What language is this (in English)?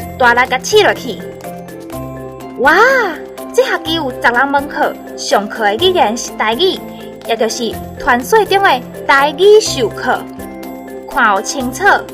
Min Nan Chinese